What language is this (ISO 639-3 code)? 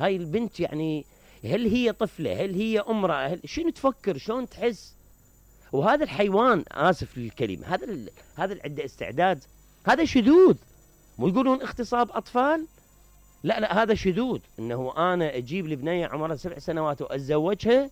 acm